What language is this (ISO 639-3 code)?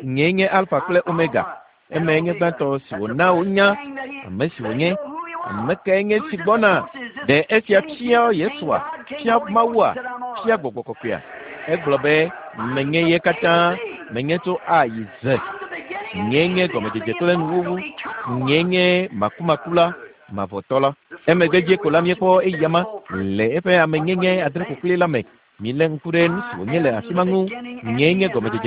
ewe